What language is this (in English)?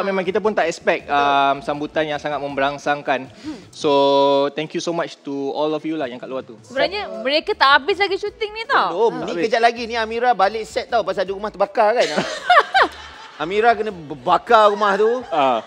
Malay